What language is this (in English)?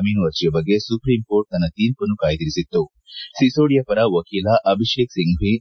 Kannada